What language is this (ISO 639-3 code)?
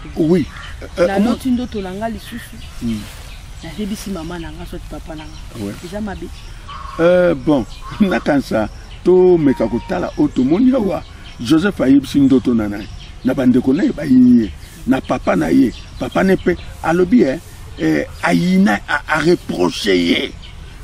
lin